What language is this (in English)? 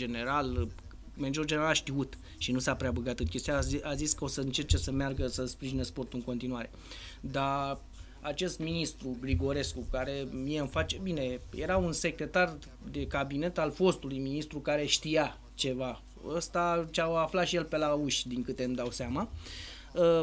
Romanian